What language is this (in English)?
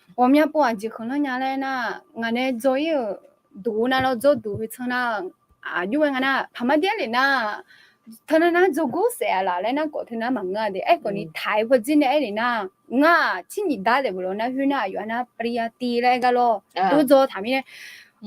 Akha